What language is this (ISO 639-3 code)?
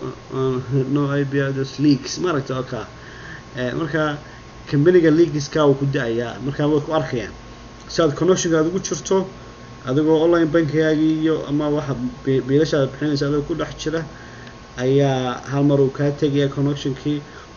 som